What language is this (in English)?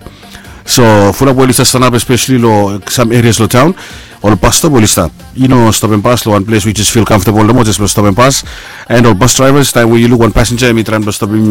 Bislama